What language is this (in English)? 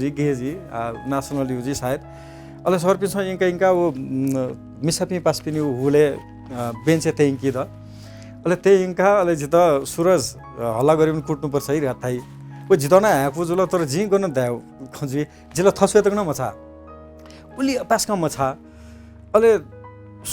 Newari